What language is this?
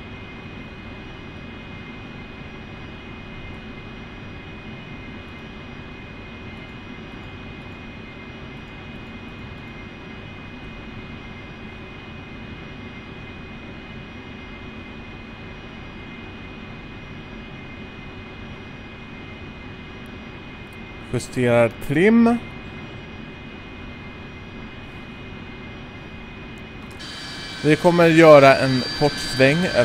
Swedish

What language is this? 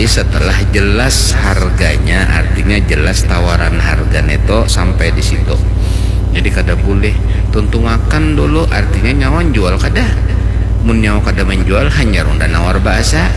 Banjar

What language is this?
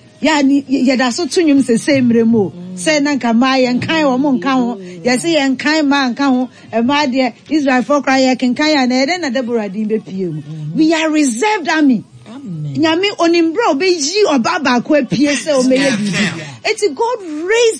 Akan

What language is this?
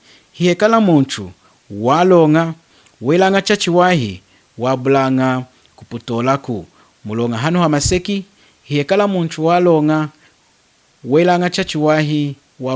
Lunda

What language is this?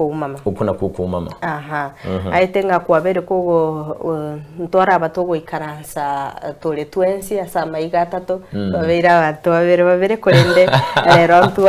Gusii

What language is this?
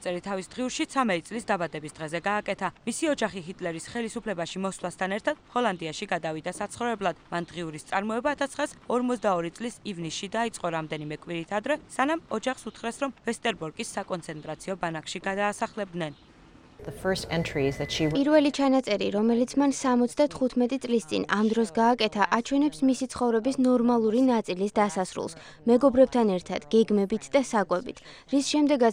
Georgian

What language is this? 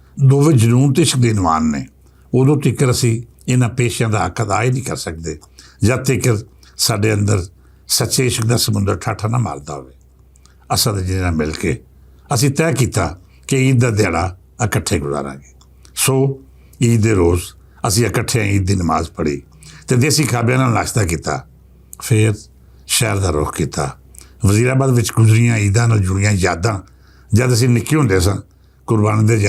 Western Panjabi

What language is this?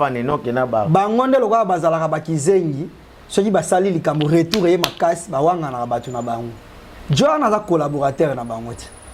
Lingala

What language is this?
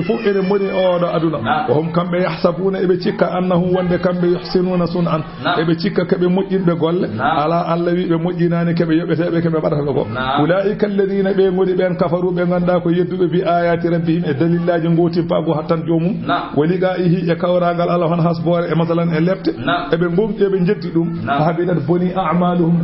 Fula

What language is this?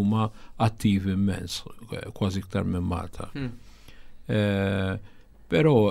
Maltese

